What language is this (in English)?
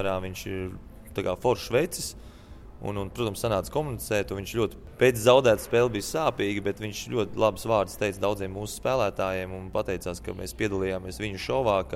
Latvian